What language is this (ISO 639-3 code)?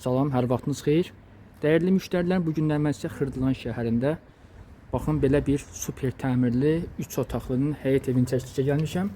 aze